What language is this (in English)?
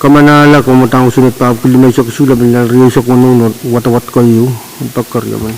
Pohnpeian